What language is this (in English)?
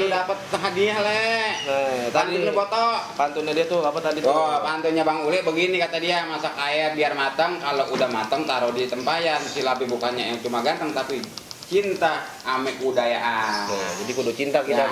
Betawi